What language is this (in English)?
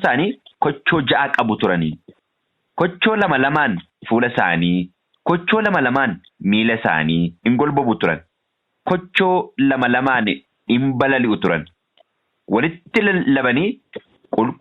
Oromo